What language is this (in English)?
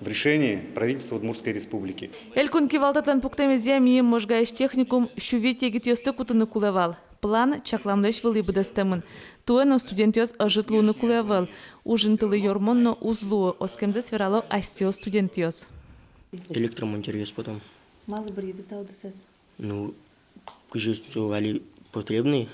Udmurt